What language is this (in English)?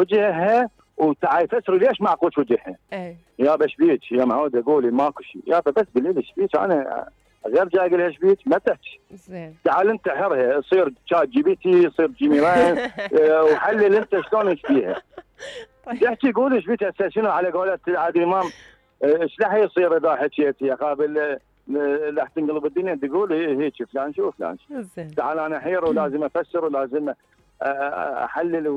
Mesopotamian Arabic